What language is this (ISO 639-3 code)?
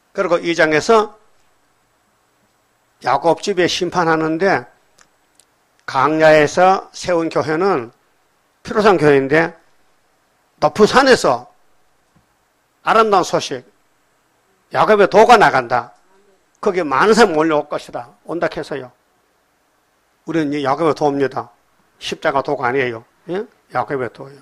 kor